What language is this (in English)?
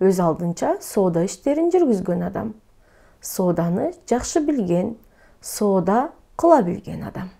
Kyrgyz